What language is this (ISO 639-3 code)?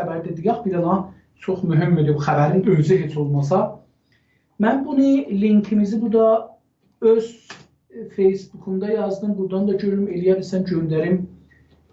azb